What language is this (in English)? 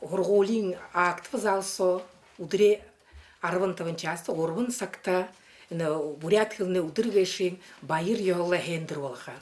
Buriat